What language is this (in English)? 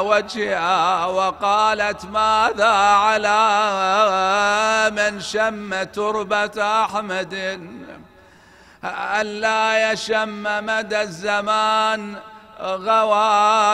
Arabic